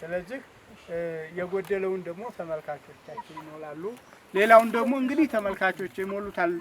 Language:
Amharic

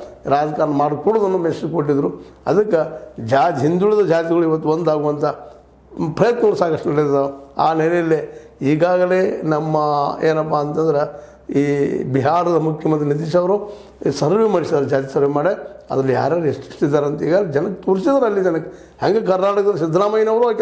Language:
Kannada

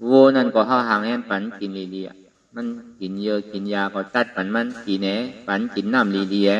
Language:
Shan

